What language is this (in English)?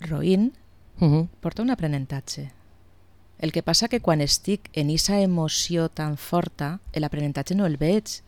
Catalan